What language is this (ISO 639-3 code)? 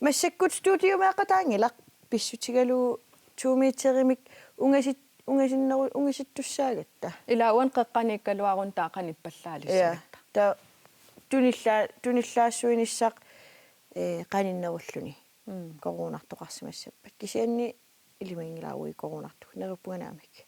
kal